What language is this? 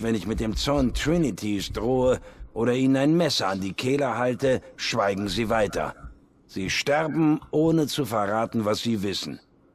Swiss German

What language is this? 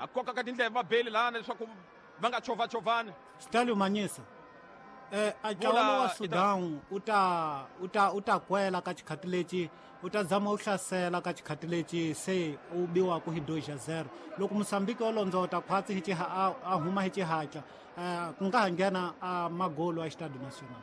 Tsonga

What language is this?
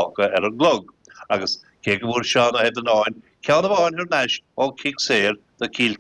Irish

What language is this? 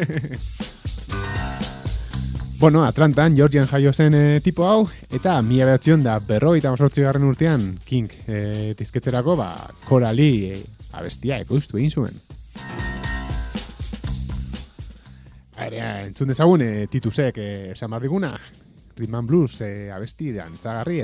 Basque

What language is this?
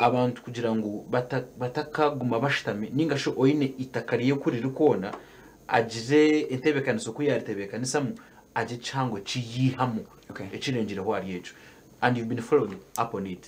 Nyankole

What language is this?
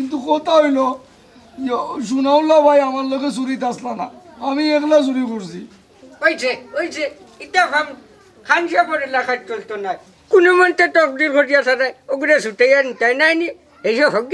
Sylheti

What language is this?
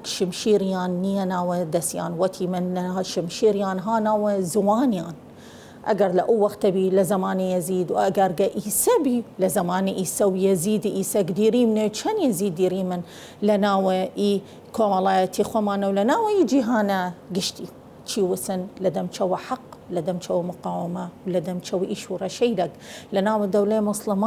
Southern Kurdish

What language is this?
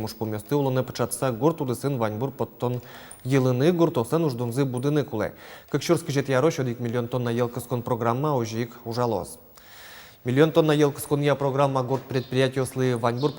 Udmurt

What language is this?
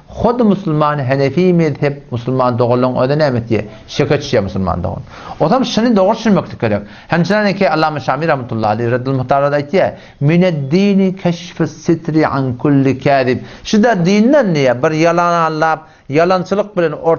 Turkmen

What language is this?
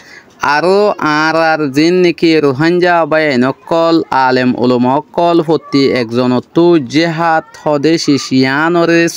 Rohingya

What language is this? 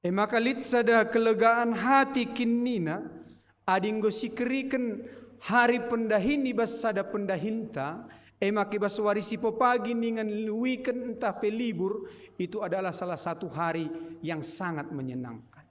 Batak Karo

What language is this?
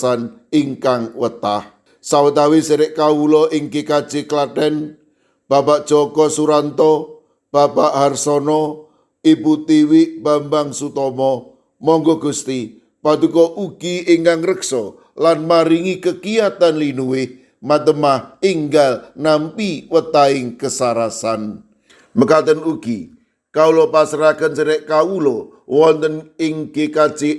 Javanese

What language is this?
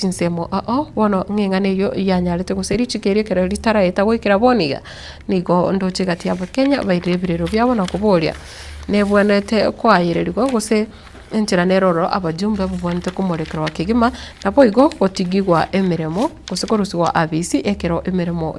Gusii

